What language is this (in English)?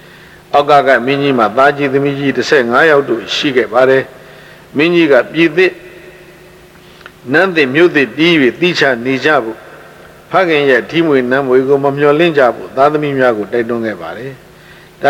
Burmese